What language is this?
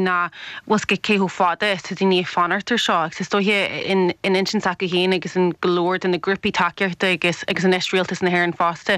Irish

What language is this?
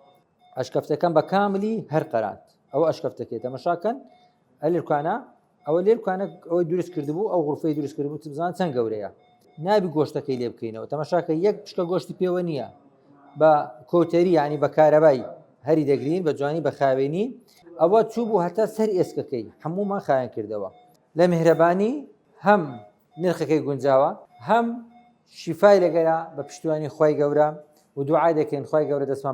Central Kurdish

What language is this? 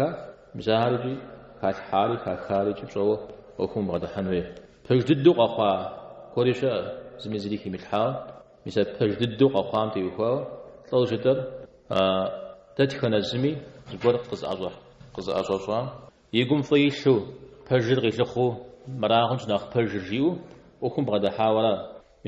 Kabardian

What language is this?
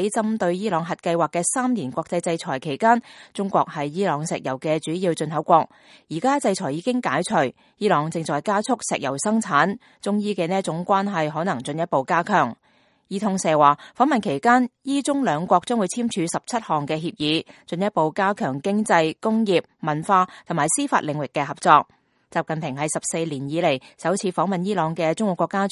Cantonese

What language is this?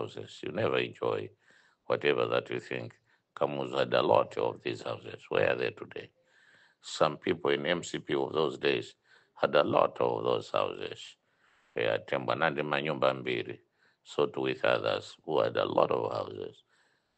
Nyanja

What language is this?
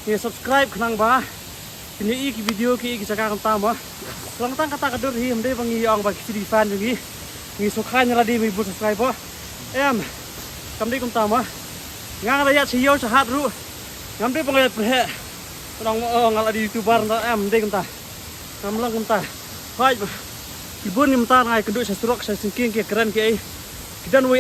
Khasi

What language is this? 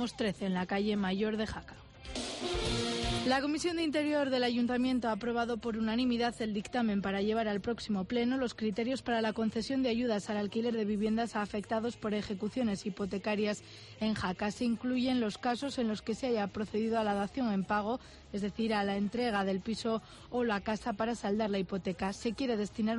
Spanish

